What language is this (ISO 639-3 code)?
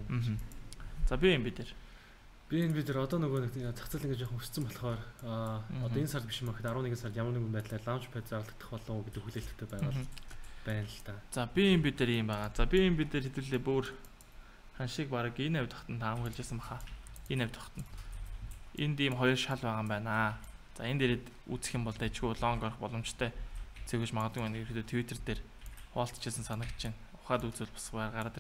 mon